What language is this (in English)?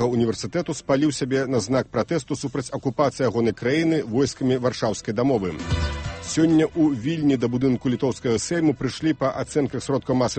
Belarusian